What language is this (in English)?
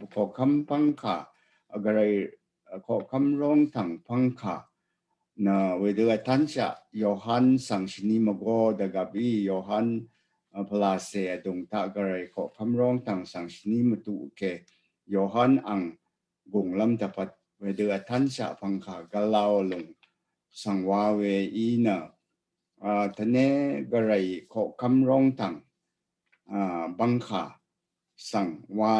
Rawang